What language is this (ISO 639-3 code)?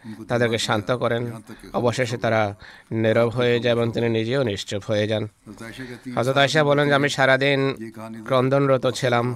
ben